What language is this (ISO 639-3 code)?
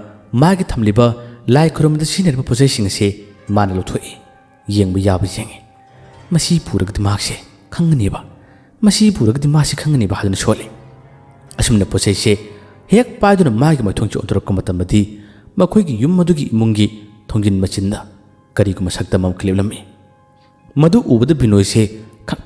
mni